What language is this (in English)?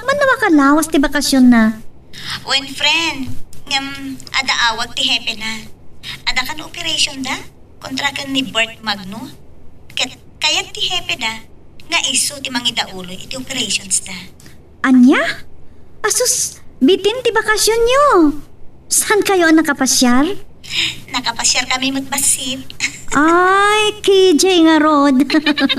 Iloko